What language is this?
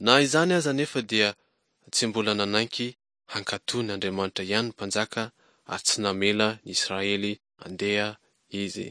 Malagasy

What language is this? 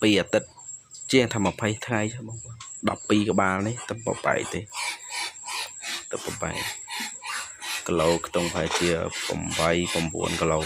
Khmer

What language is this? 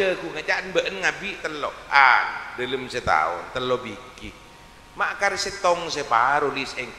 Madurese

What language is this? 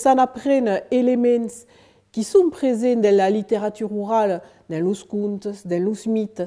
Occitan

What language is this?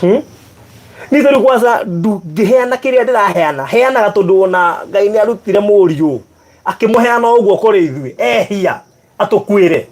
Kikuyu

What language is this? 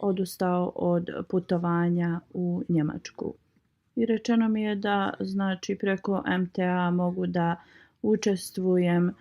Bosnian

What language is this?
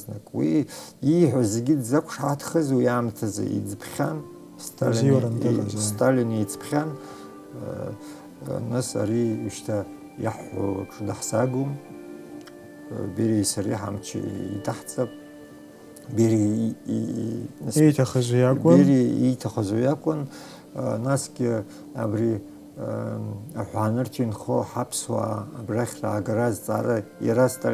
Abkhazian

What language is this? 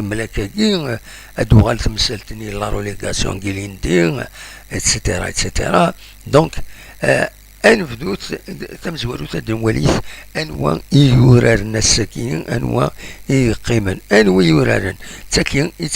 Kabyle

